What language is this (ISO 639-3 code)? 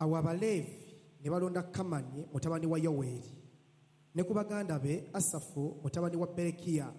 lug